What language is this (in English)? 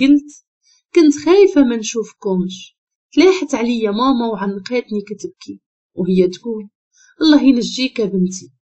Moroccan Arabic